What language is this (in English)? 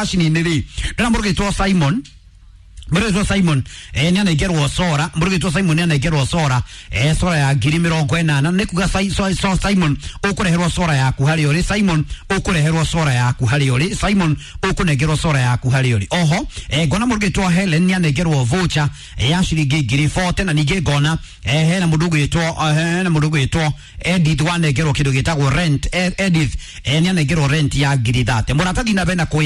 Kikuyu